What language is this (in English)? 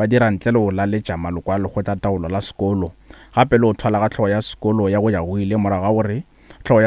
Northern Sotho